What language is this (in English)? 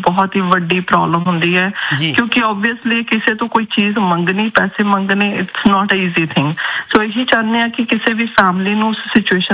Punjabi